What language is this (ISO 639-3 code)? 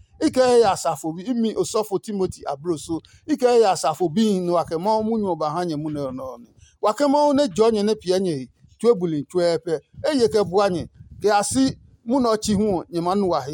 ada